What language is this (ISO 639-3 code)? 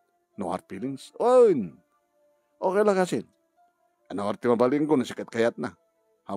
ilo